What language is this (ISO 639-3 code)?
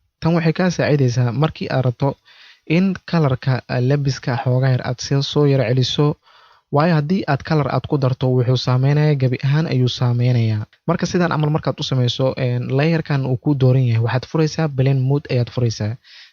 som